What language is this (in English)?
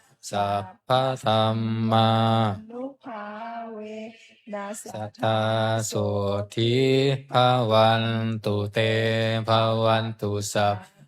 Pali